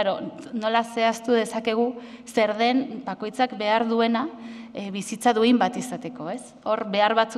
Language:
Basque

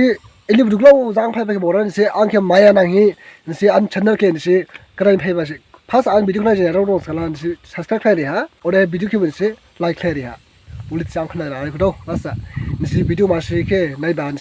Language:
Dimasa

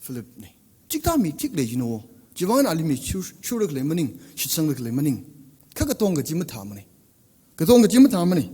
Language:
Tangkhul Naga (India)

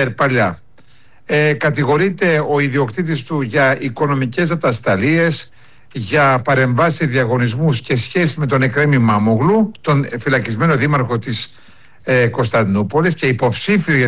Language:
Greek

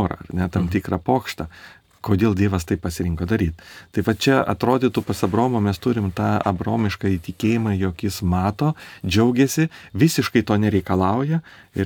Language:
Lithuanian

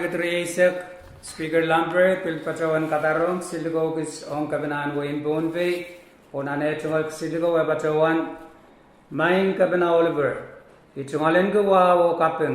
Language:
Pohnpeian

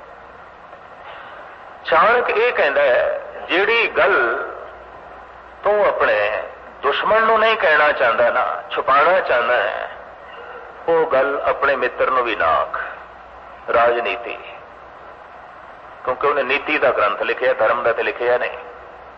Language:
Punjabi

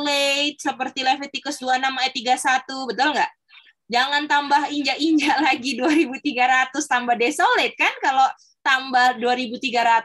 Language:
Indonesian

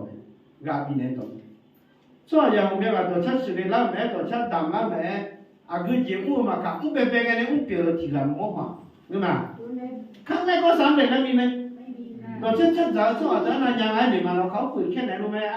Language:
Akha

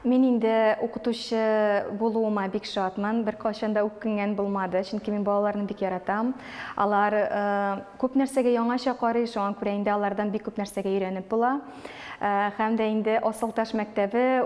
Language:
Tatar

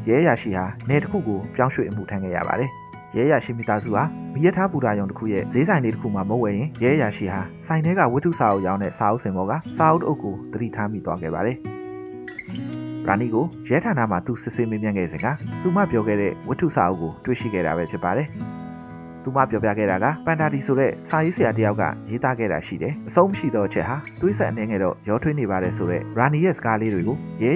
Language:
Burmese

